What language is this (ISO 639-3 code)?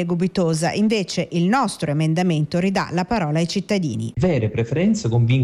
ita